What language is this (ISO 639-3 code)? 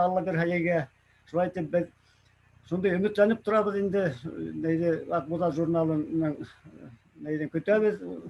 bak